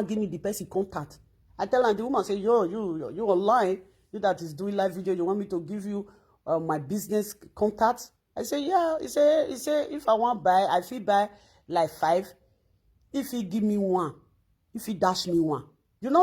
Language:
Nigerian Pidgin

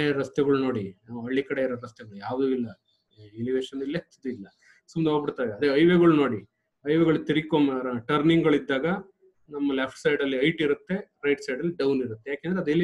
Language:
Kannada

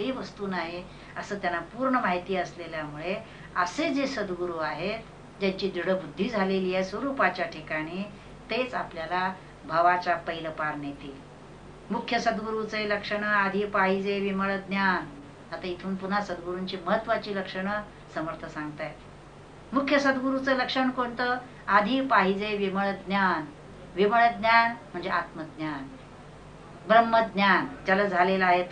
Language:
Marathi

